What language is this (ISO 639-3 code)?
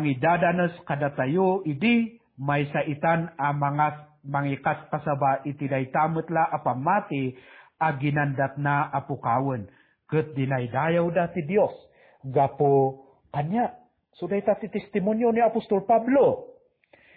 ilo